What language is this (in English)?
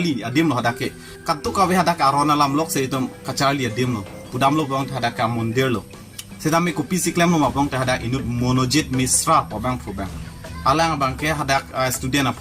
Karbi